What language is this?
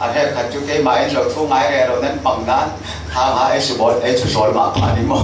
Falam Chin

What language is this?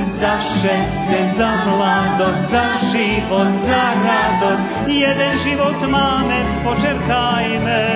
Rusyn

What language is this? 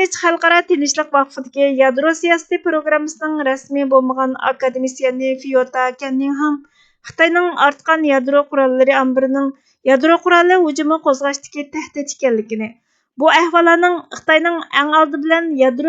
Uyghur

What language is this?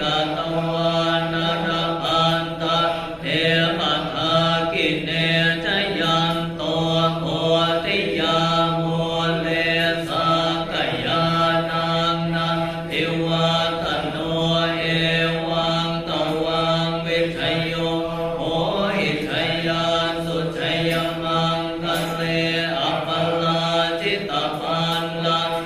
Pali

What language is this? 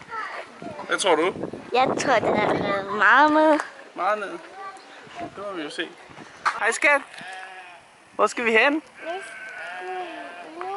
Danish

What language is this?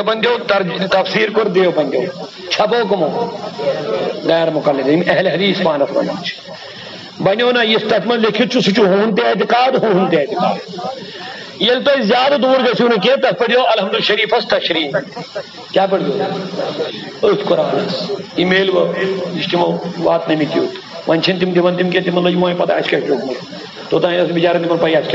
Kashmiri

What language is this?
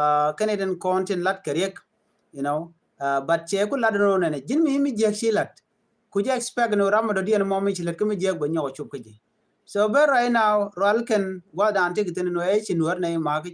Nuer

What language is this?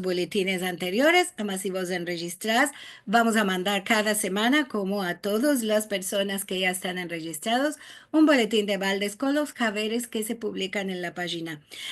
Ladino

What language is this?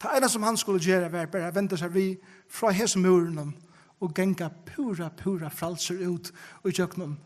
Faroese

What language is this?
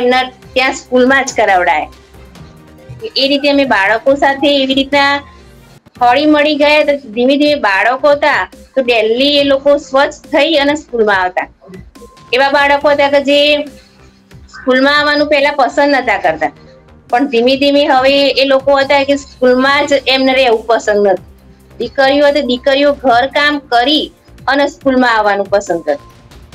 Gujarati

